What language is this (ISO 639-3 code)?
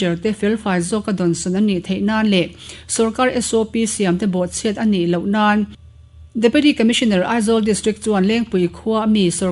lus